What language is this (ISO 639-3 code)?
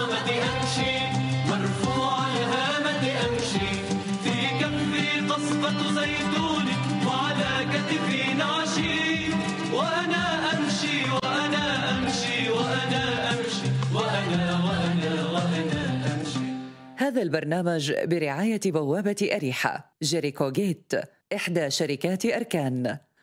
ara